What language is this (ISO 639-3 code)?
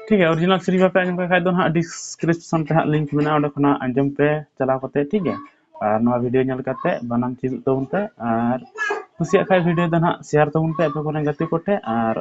sat